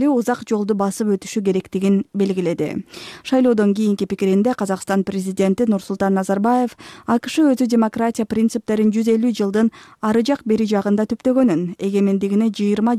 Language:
Kyrgyz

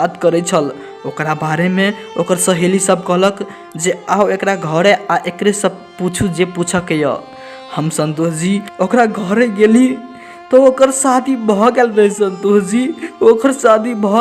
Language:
Maithili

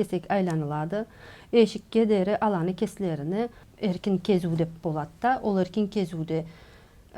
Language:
Karachay-Balkar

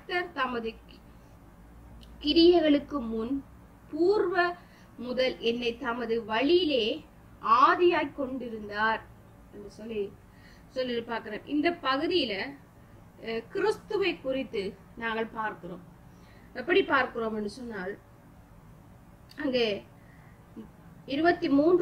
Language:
Tamil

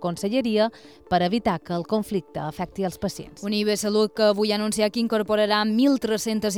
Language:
Catalan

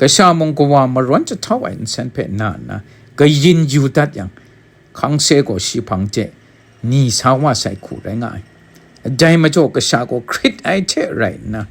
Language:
Kachin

